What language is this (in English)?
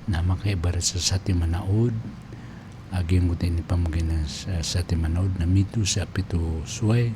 Maranao